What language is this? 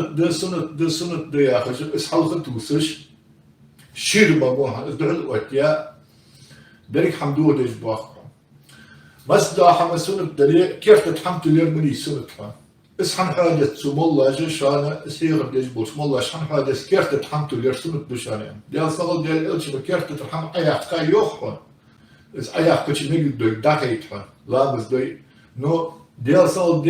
Ingush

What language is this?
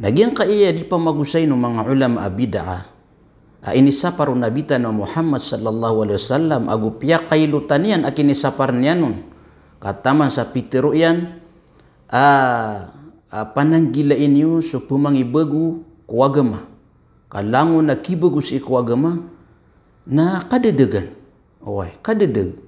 Maranao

